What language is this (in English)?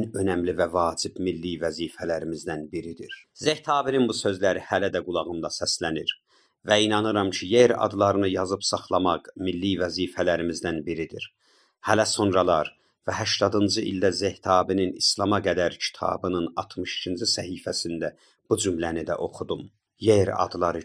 South Azerbaijani